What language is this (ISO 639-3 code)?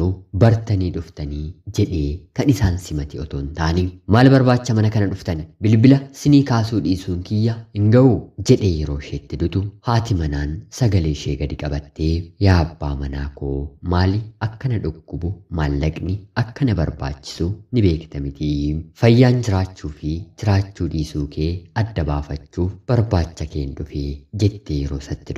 orm